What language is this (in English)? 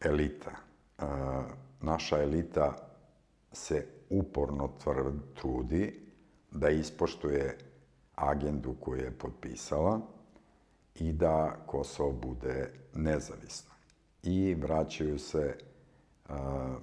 Serbian